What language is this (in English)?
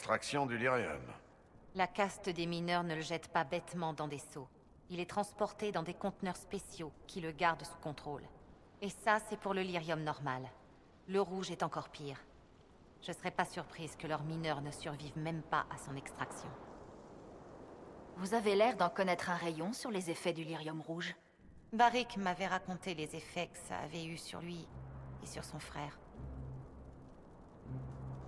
French